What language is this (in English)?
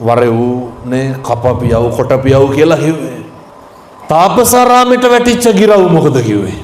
Sinhala